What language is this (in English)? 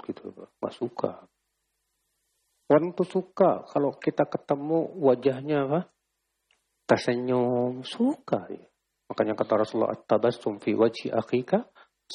Indonesian